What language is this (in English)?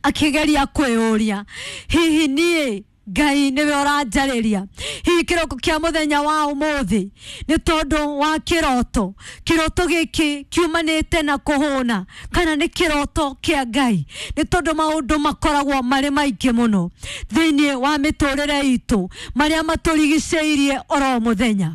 Kikuyu